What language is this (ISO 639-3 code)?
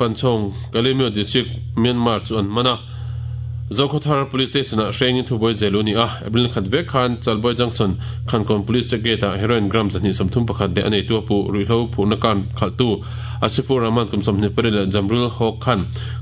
lus